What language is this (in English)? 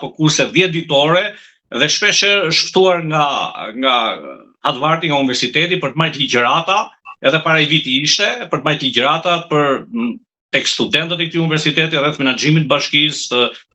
Albanian